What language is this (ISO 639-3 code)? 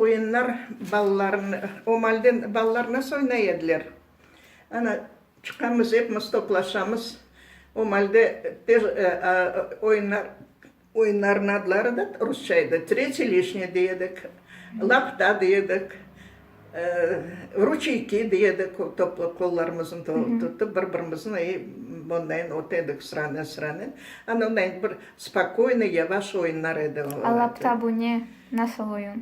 crh